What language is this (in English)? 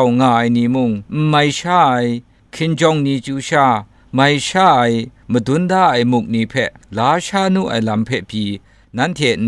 Kachin